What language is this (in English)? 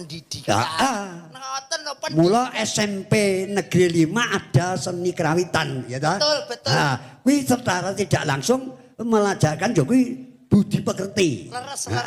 Javanese